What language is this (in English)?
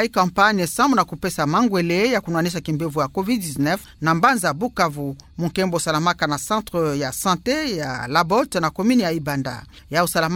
Kituba (Democratic Republic of Congo)